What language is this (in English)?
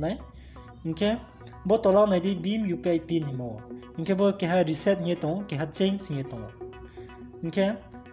Riang (India)